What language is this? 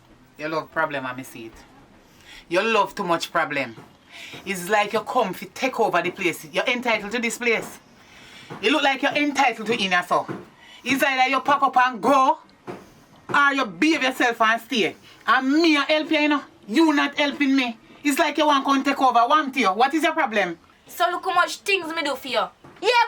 Jamaican Creole English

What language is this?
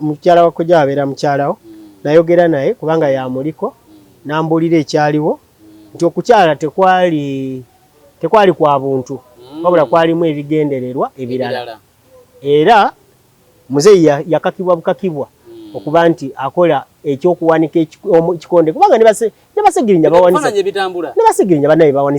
Ganda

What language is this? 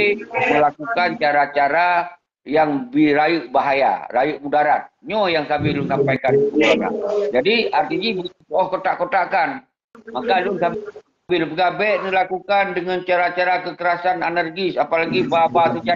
Achinese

